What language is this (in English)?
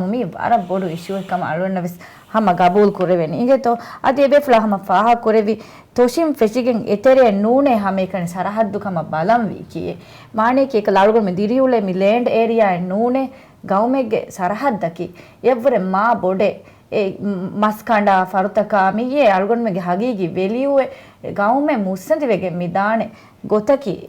Divehi